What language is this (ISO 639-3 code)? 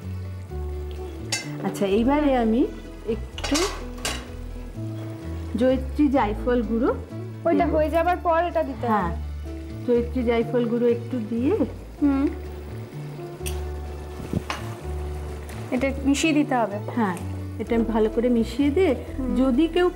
ben